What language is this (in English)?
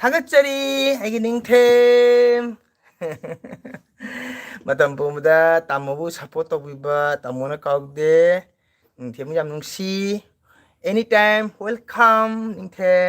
Manipuri